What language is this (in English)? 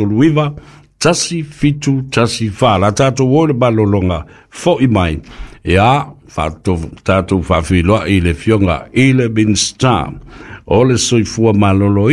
Samoan